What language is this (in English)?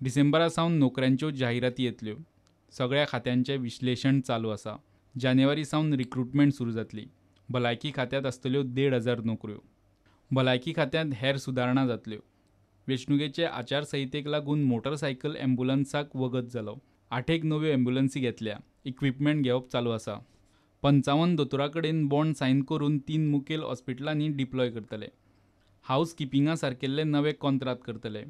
Konkani